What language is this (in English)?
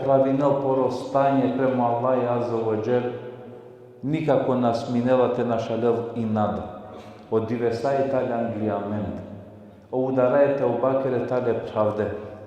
Balkan Romani